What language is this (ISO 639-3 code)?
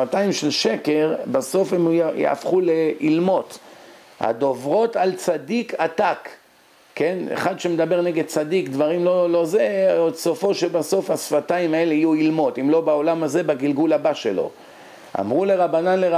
heb